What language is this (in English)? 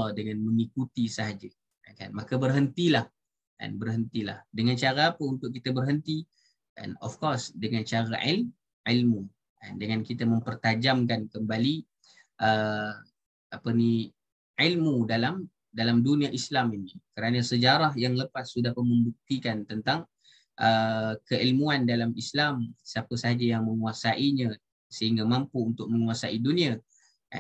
Malay